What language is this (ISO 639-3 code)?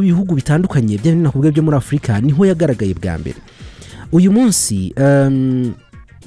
kin